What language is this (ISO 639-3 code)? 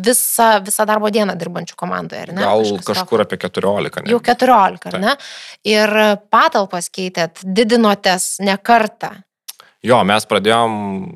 lit